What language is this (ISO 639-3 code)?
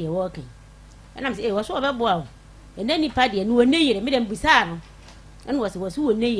aka